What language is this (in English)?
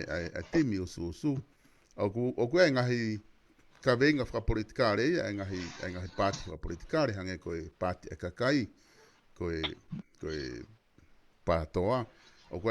Tongan